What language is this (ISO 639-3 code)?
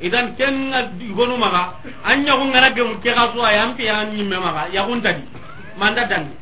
snk